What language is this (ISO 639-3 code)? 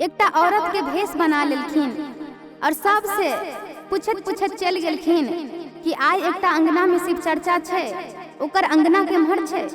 mai